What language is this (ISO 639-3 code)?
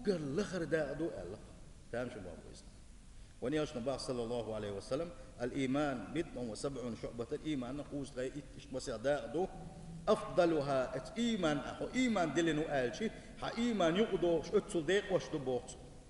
che